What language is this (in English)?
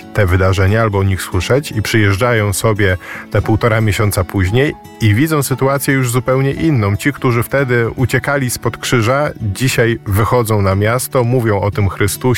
Polish